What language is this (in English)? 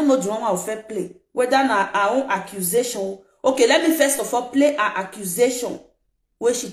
Nigerian Pidgin